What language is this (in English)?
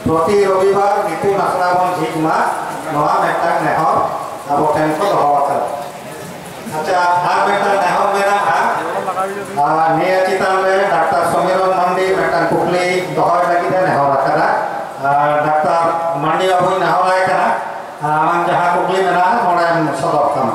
Santali